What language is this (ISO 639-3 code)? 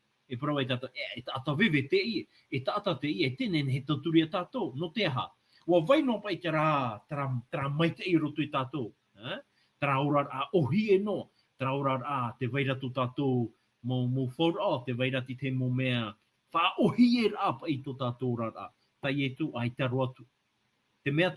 tah